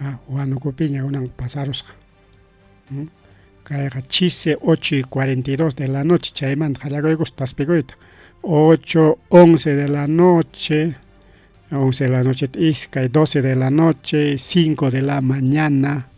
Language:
Ayacucho Quechua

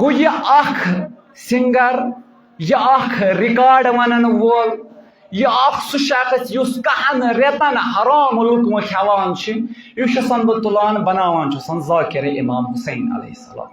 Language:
Kashmiri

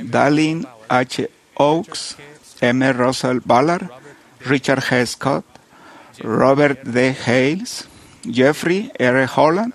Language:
Kekchí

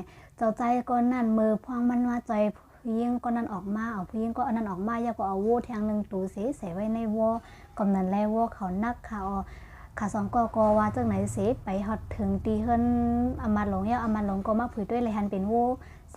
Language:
Shan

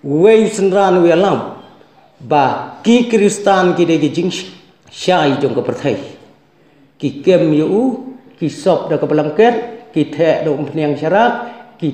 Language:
Khasi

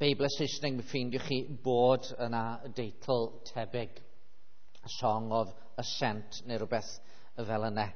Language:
Welsh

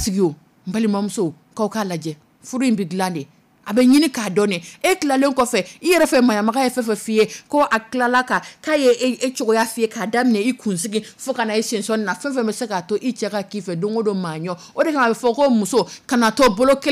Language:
Dyula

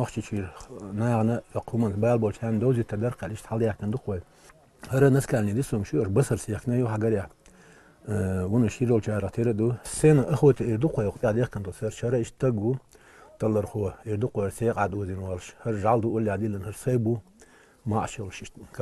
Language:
Chechen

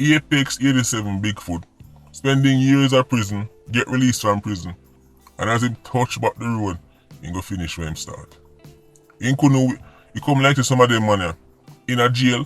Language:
Jamaican Creole English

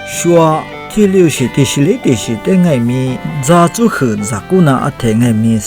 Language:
Lisu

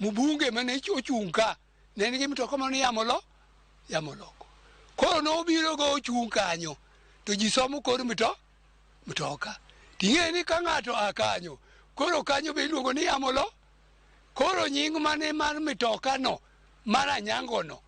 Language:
Luo (Kenya and Tanzania)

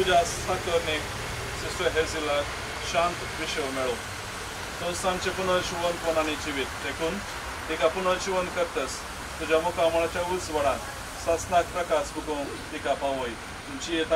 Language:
Konkani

